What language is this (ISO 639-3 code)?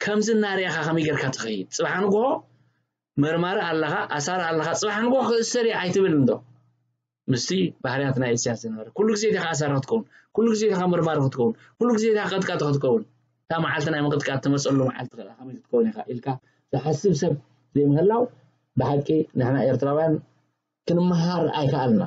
tir